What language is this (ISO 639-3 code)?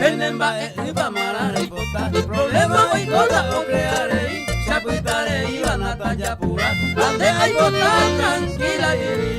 grn